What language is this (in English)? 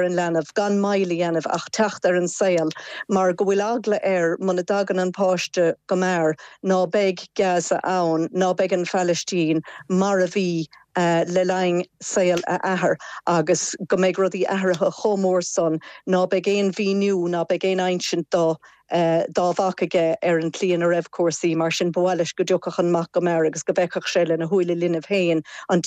Irish